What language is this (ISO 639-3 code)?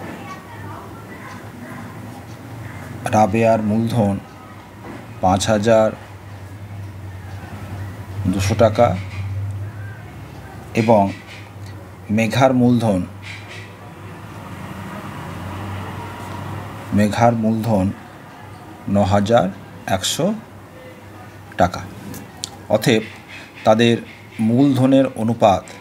ben